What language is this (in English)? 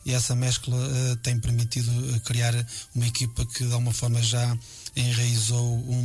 Portuguese